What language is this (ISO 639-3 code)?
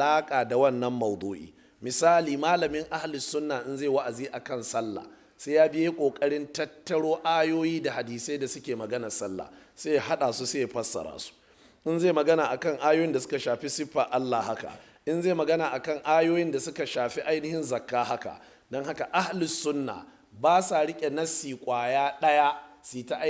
hau